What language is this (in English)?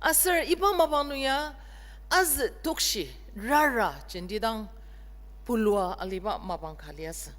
Ao Naga